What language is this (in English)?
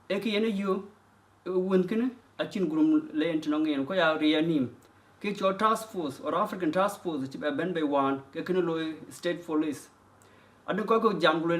Dinka